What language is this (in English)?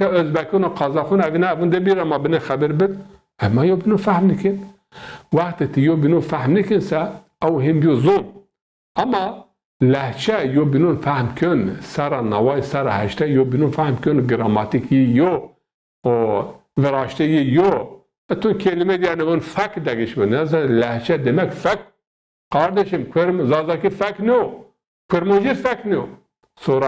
Zaza